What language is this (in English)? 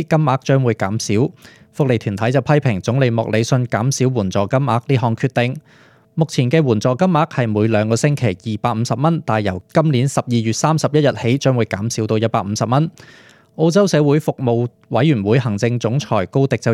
Cantonese